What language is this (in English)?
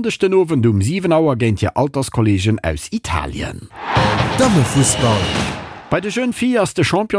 Luxembourgish